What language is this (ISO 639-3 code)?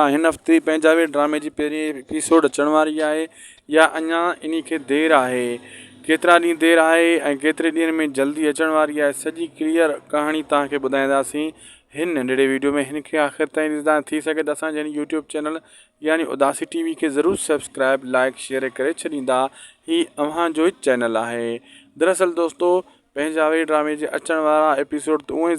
snd